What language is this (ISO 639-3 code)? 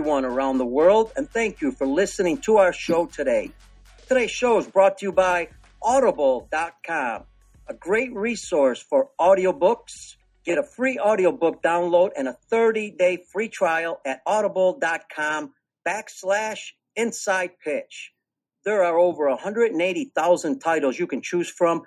eng